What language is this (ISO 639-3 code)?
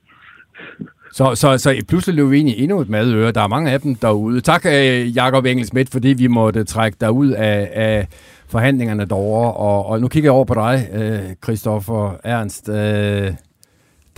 dan